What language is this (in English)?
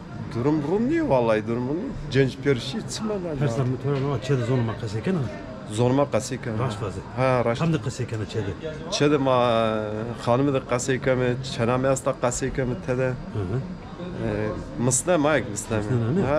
Zaza